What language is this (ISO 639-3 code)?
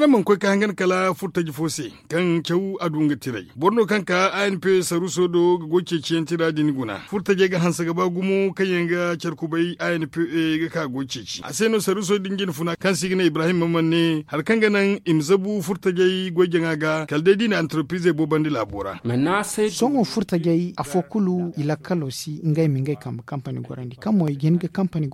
dje